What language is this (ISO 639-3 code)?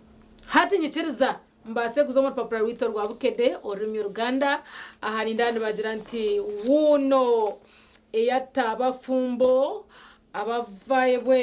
nyn